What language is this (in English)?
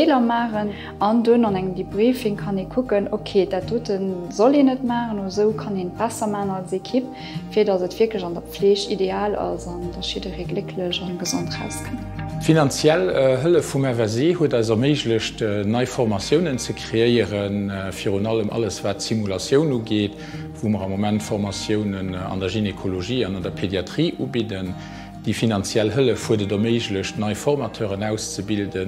Luxembourgish